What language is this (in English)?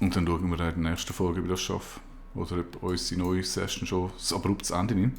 Swiss German